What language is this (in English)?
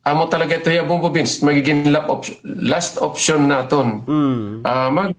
Waray